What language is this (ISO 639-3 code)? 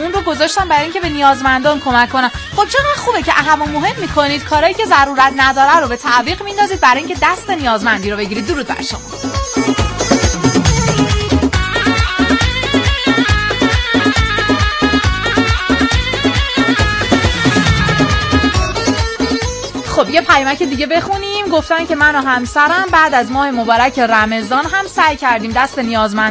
fas